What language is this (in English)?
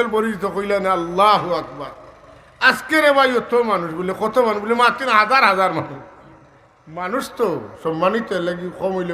Sylheti